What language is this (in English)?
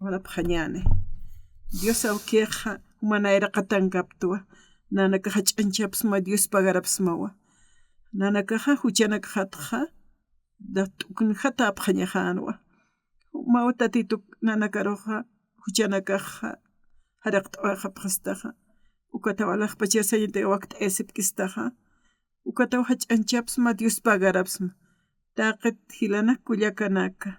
Aymara